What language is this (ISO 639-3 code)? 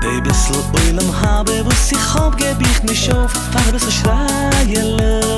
yid